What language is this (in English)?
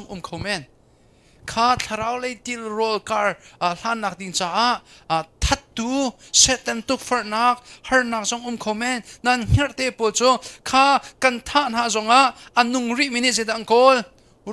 Hakha Chin